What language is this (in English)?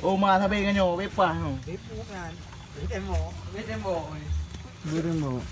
Achinese